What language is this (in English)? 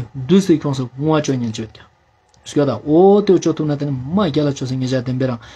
Ladakhi